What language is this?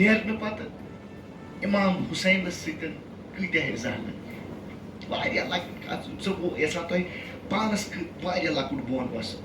Kashmiri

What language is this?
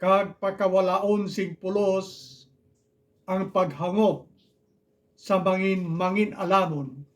Hiligaynon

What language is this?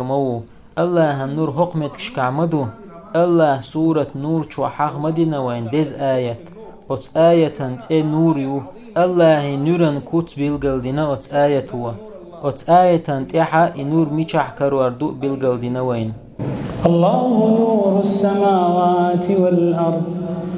Chechen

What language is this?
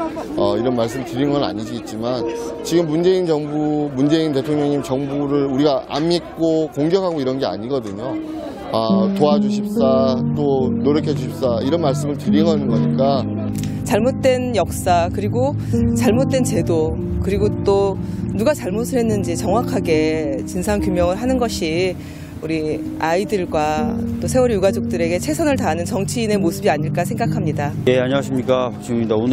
Korean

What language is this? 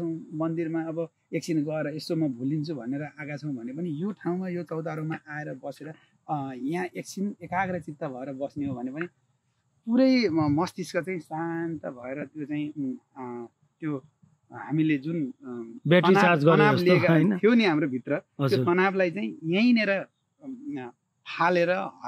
Nepali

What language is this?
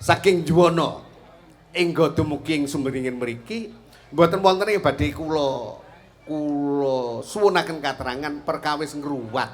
Javanese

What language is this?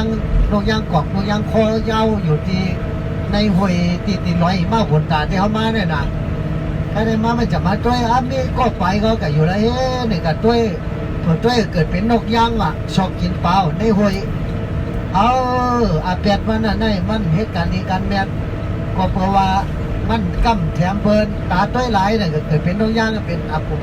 Shan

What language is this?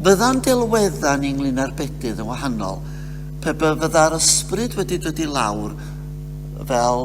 Welsh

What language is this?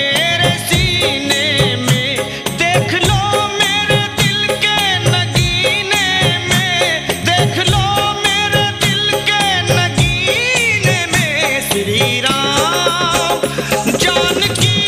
Hindi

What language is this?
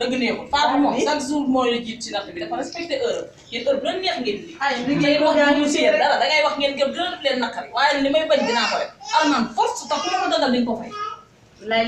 Wolof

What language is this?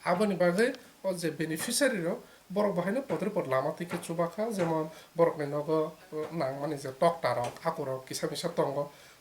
Kok Borok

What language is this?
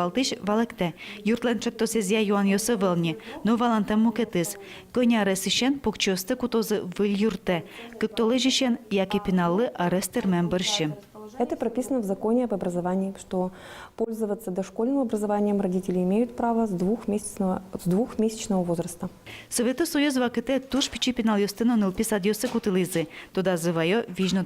Udmurt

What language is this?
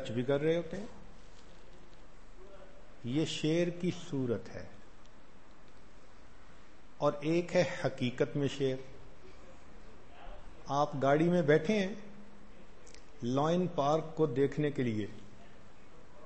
Urdu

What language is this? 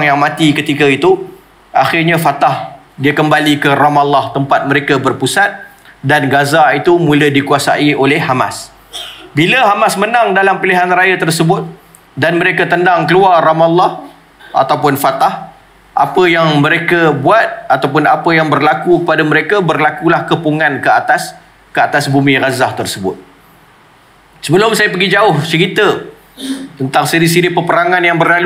Malay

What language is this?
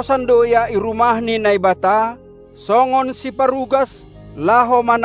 Batak Simalungun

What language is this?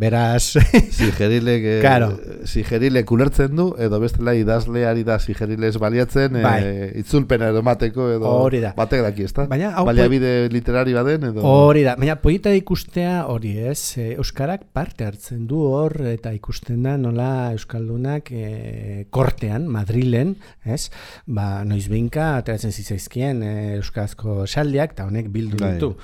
Basque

